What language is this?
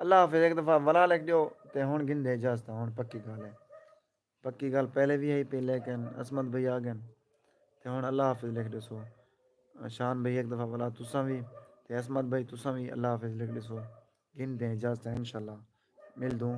Saraiki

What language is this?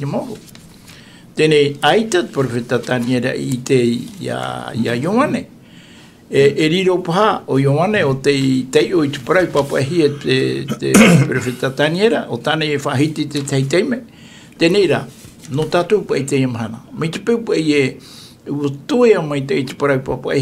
Tahitian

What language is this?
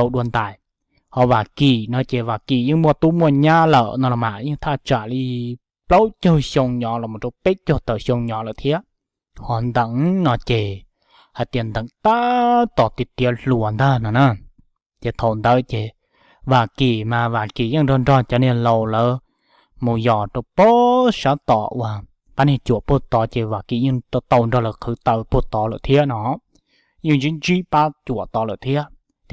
Hmong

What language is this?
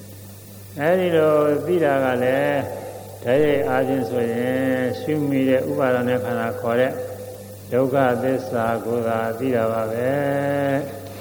Burmese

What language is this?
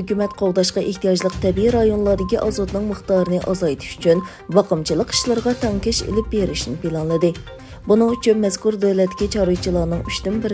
Uyghur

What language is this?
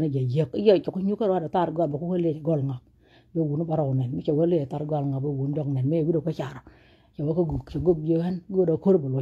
Nuer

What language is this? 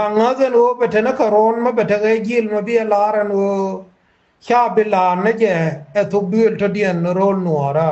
Nuer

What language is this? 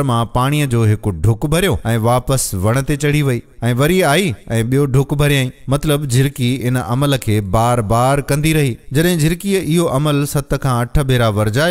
Sindhi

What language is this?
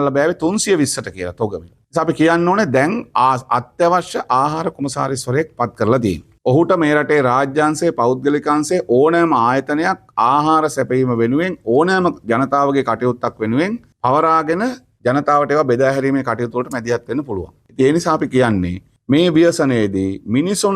Sinhala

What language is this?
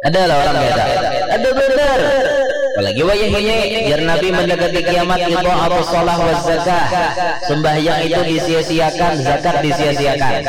Banjar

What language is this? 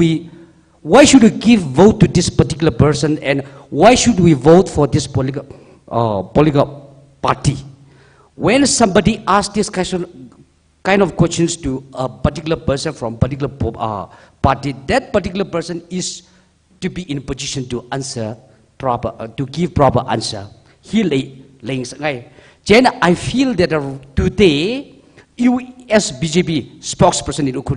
Tangkhul Naga (India)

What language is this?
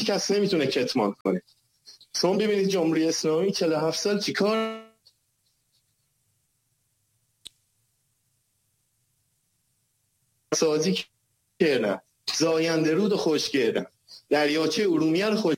Persian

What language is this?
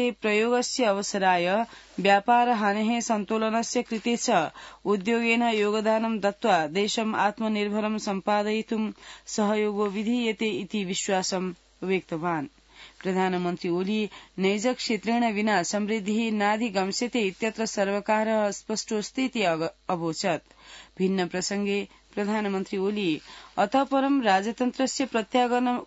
Sanskrit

